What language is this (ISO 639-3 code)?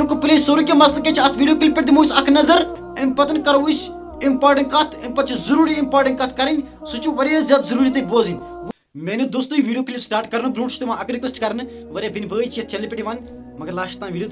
kas